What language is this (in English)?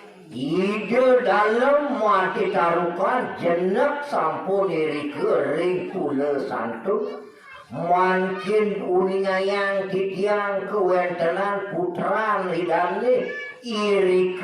Balinese